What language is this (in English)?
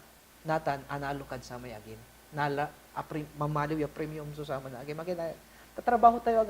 Pangasinan